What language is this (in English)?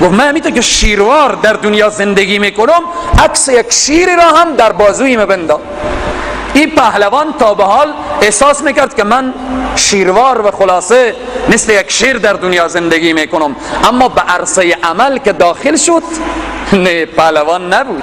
Persian